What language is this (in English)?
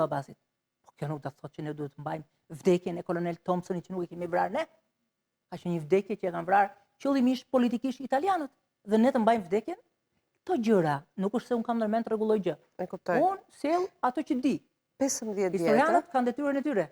Albanian